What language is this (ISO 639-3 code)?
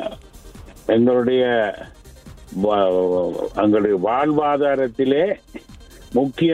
tam